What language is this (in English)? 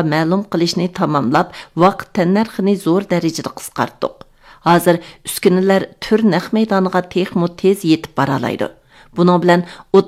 Uyghur